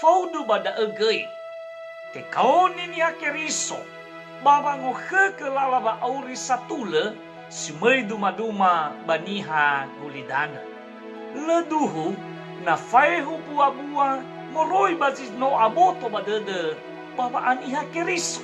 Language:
Nias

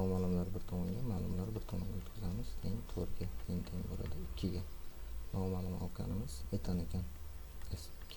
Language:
Uzbek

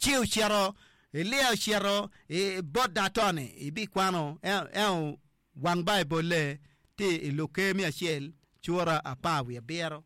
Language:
Acoli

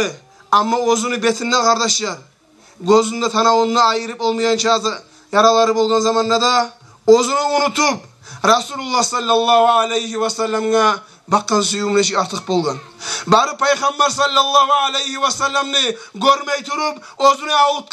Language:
Kumyk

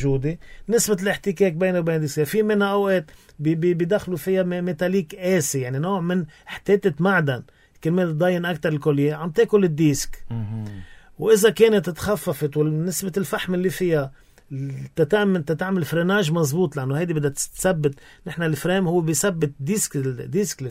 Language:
North Levantine Arabic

